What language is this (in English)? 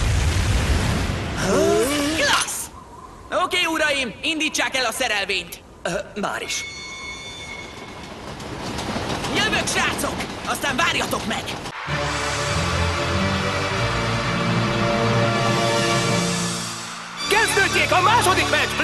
Hungarian